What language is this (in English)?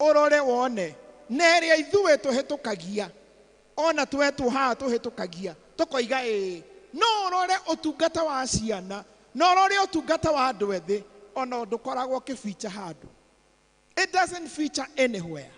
Kikuyu